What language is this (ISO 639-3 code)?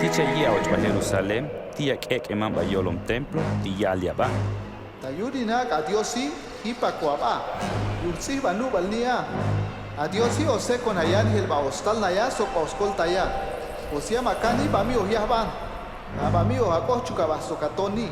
toj